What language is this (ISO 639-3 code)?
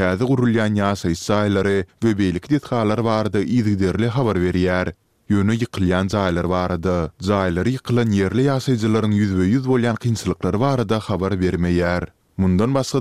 tuk